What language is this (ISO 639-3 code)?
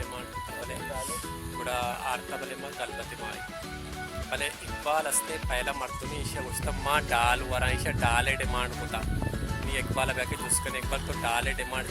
bal